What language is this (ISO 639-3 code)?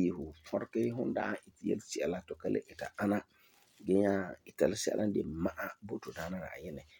gur